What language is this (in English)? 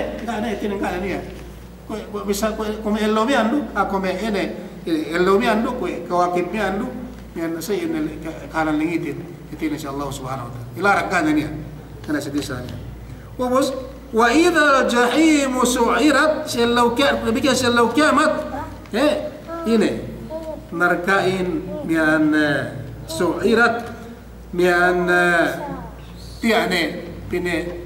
Yakan